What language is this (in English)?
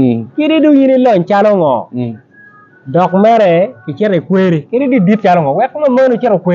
Acoli